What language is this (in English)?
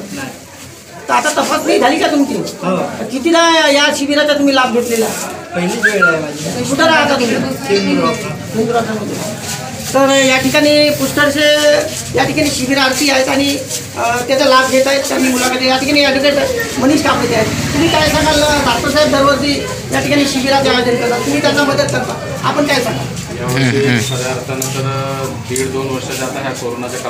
Marathi